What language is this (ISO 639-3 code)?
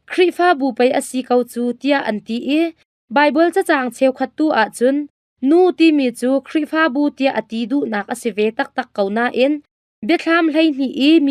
cnh